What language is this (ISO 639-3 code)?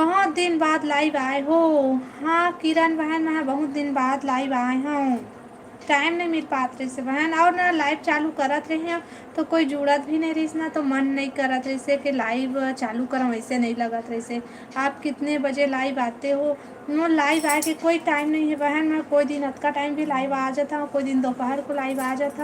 hne